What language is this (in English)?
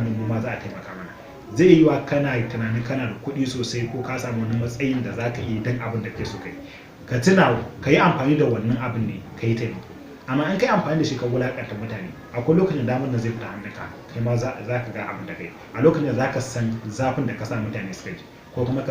Hausa